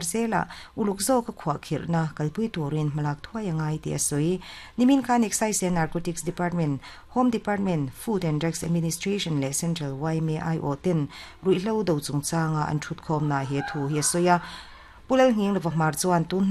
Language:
Mizo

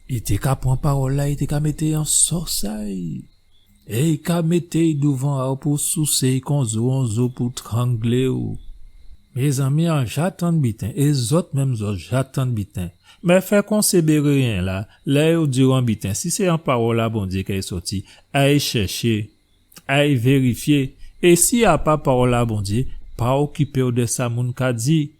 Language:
Guadeloupean Creole French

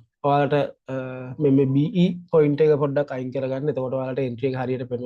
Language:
Sinhala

